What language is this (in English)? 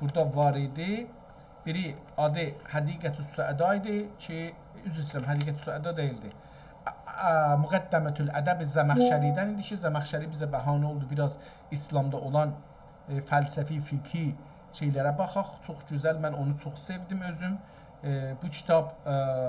South Azerbaijani